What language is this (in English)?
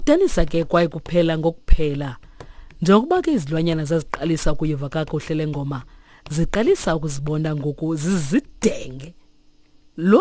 Xhosa